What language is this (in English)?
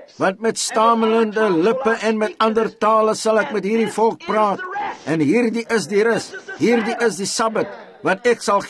Afrikaans